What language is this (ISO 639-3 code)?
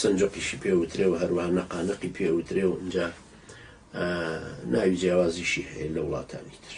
ckb